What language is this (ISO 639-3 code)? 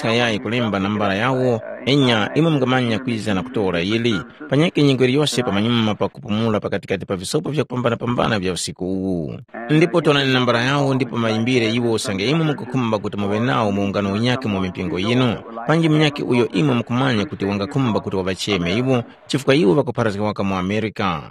tum